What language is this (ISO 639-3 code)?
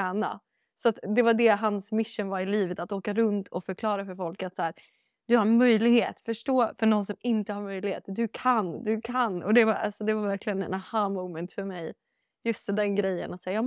swe